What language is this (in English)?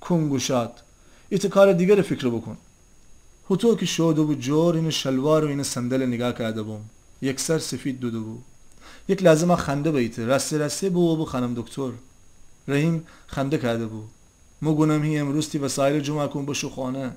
Gilaki